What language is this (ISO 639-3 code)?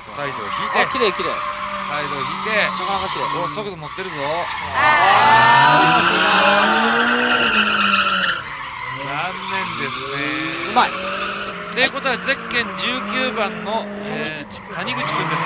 jpn